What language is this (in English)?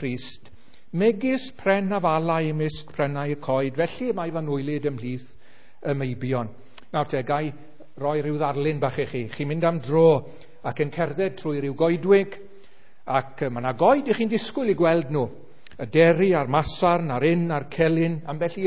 Welsh